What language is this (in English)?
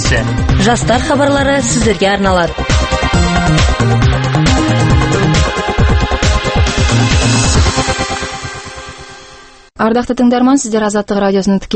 Kazakh